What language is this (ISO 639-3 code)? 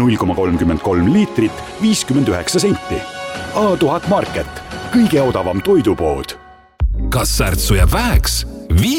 est